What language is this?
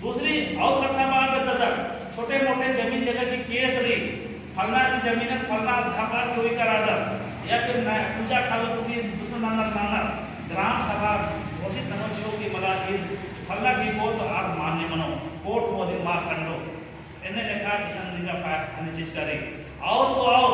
Kurukh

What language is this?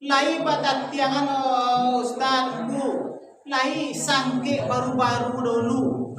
Minangkabau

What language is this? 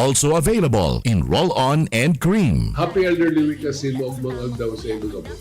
Bikol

